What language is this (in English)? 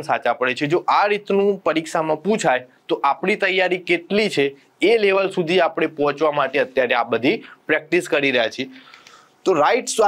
Gujarati